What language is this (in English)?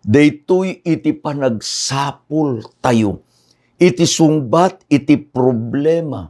Iloko